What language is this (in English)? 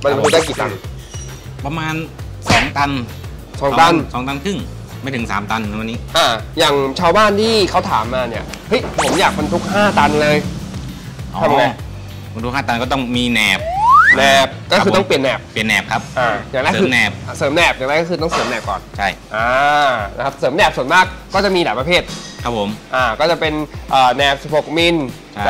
Thai